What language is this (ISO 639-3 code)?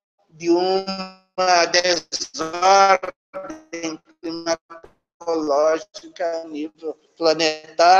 por